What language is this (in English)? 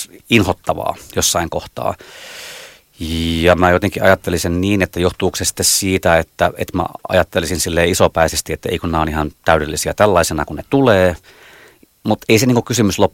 Finnish